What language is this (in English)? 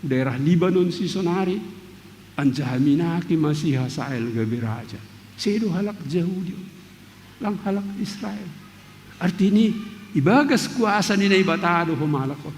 Batak Simalungun